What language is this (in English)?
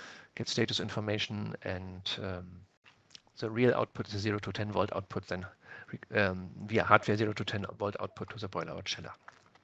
English